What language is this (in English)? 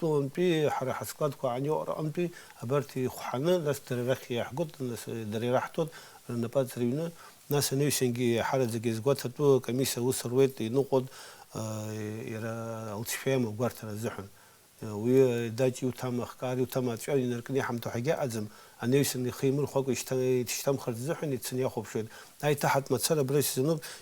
Abkhazian